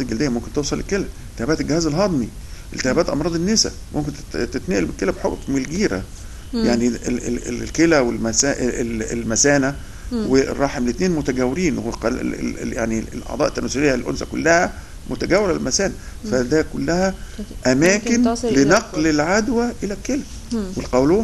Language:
Egyptian Arabic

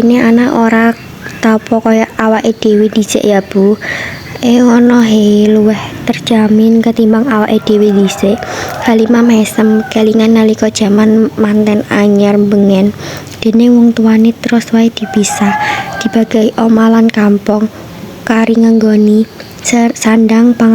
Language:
Javanese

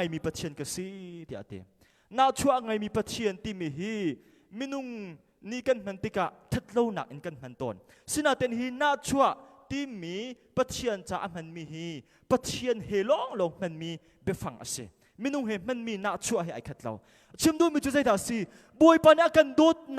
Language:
Hakha Chin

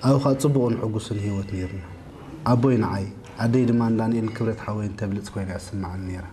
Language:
Tigrinya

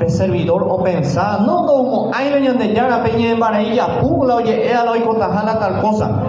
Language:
Guarani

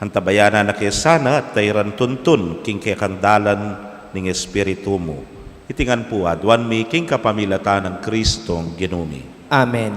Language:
Pampanga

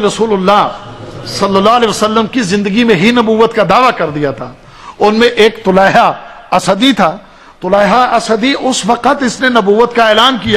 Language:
Urdu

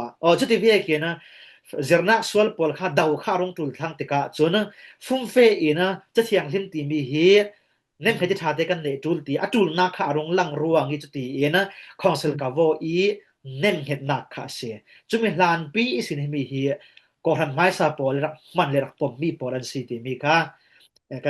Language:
Falam Chin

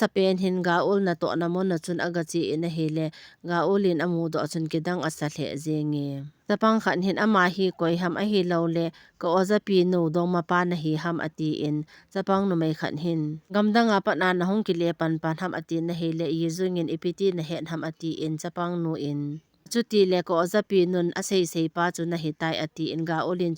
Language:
Thado Chin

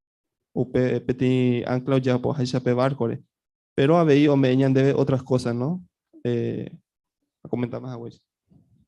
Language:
Guarani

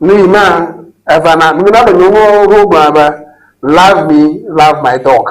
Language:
Ewe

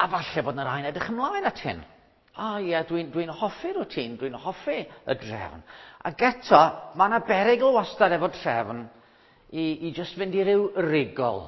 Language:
Welsh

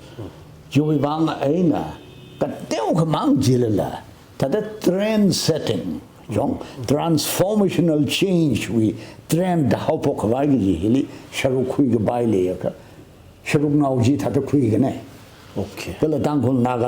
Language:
Tangkhul Naga (India)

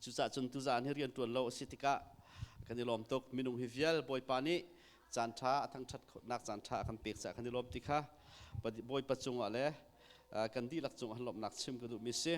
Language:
Hakha Chin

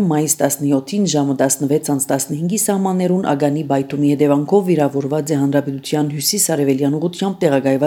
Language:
Armenian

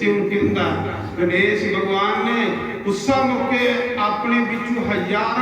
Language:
Dogri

